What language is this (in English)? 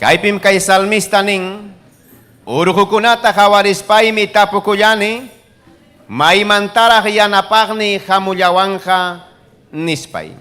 Ayacucho Quechua